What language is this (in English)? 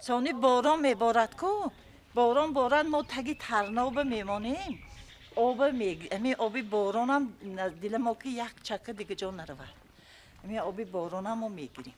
Tajik